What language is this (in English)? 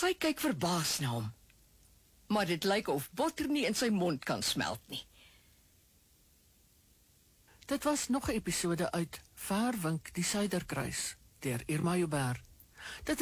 Afrikaans